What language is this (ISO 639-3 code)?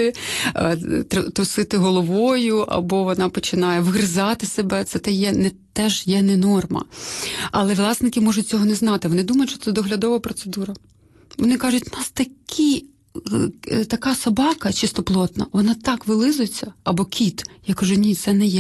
ukr